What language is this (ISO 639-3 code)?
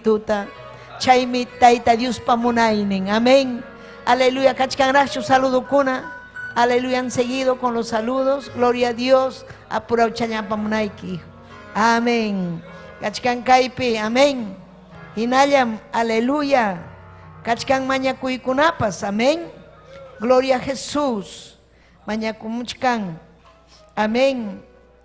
quy